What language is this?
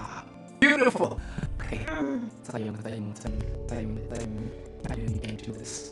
Tswana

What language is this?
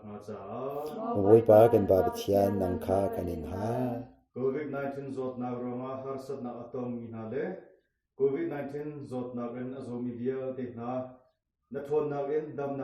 Hakha Chin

